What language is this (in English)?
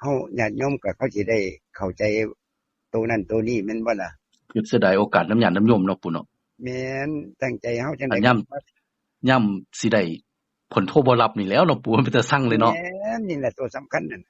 Northeastern Thai